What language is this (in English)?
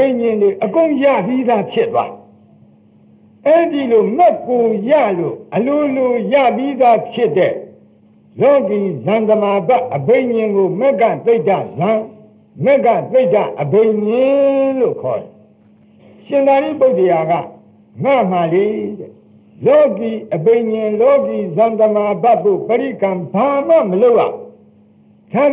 Burmese